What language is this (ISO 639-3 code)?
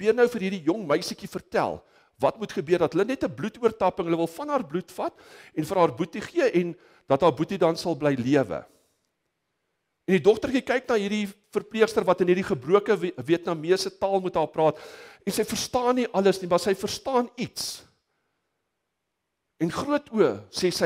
afr